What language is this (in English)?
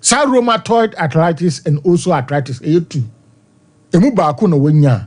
Akan